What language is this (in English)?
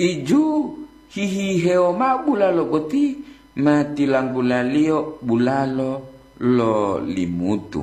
Gorontalo